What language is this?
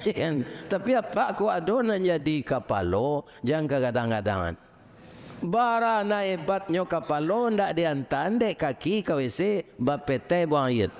Minangkabau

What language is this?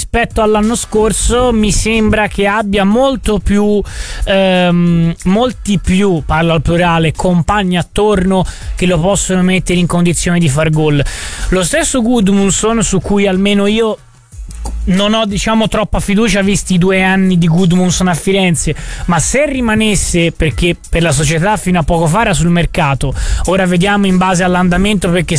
Italian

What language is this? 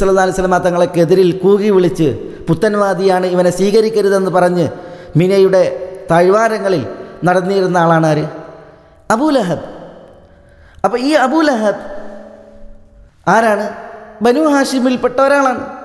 Malayalam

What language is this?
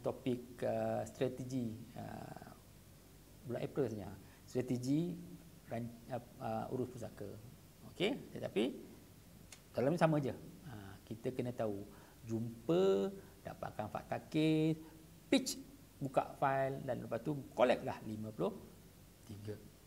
Malay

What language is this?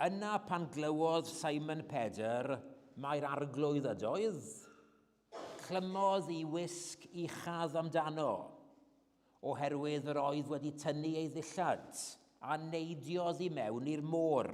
Welsh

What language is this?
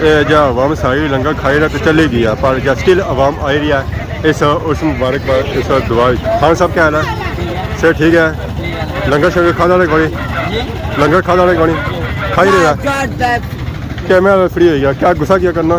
Pahari-Potwari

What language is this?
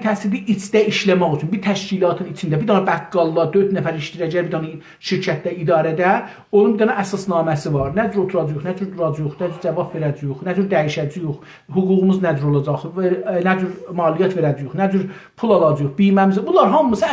South Azerbaijani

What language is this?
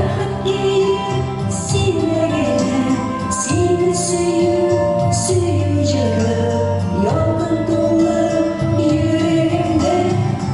Tatar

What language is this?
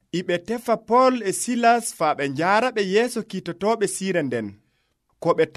Nigerian Fulfulde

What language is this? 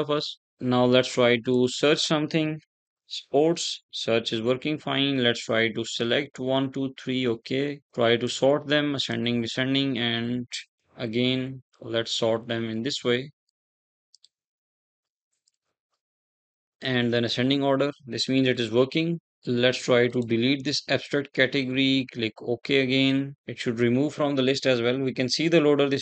English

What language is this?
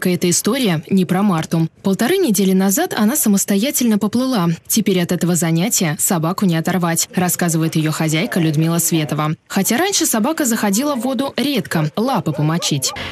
Russian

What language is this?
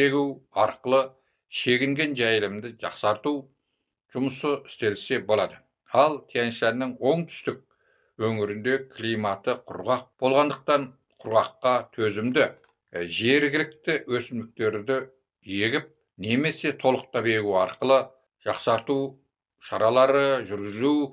Kazakh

